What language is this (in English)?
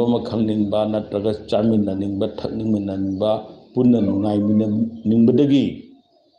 Manipuri